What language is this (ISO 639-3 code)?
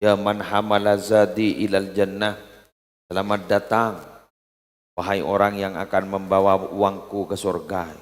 mad